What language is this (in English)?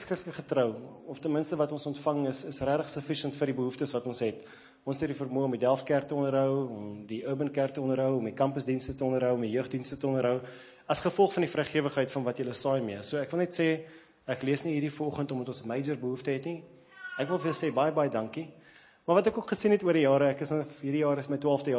Afrikaans